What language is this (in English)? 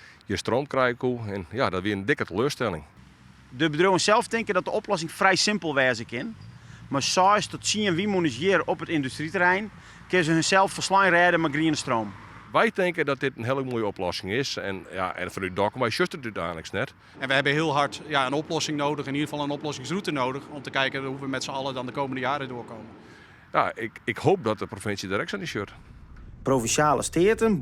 Western Frisian